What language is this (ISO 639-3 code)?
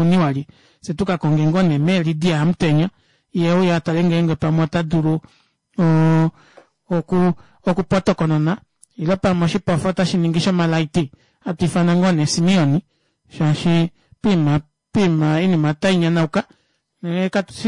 kua